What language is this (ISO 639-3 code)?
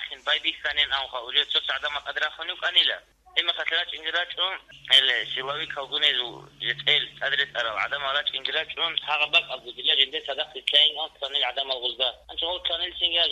ava